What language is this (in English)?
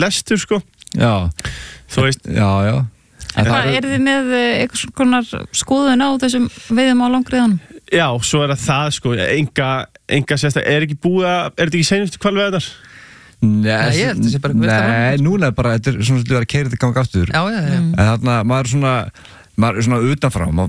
Icelandic